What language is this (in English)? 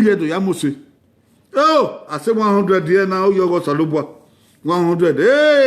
Bini